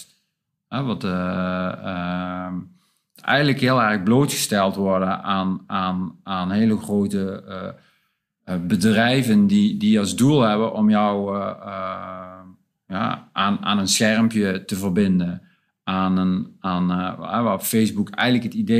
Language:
Dutch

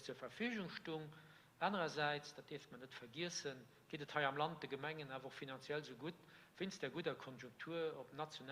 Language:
Luxembourgish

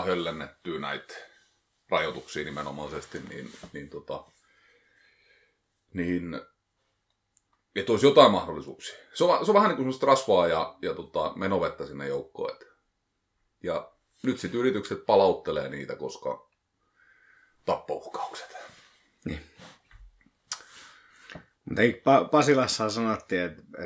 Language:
Finnish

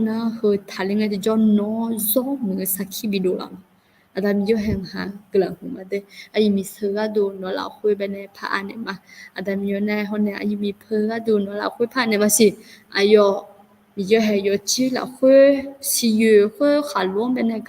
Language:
Akha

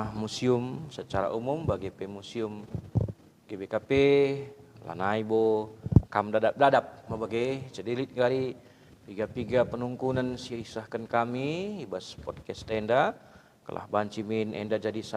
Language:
Batak Karo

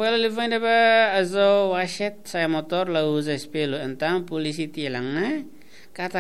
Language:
Tetum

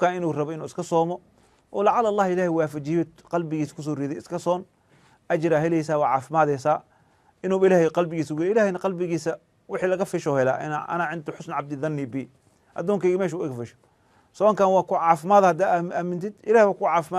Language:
Somali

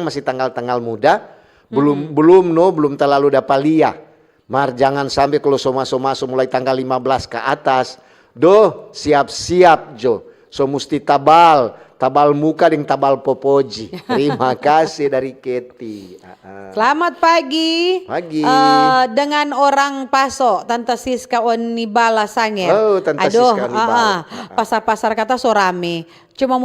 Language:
Manado Malay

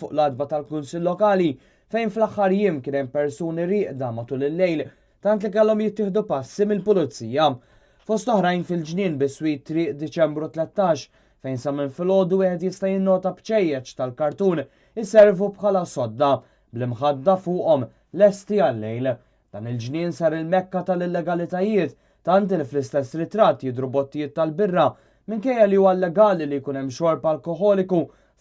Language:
Maltese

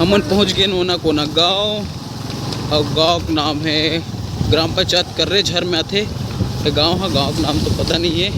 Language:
Chhattisgarhi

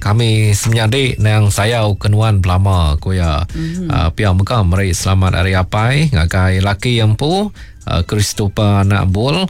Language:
Iban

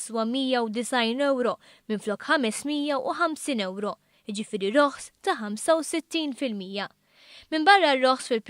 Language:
Maltese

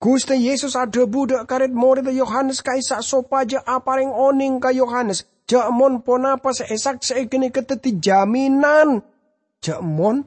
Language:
Madurese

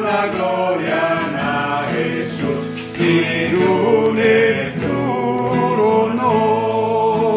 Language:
Papiamento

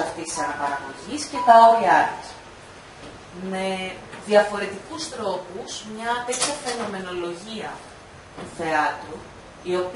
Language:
Greek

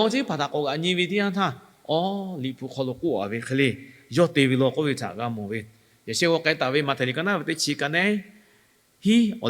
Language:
Lahu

